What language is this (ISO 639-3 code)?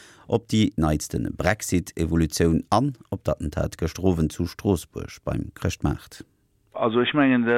ltz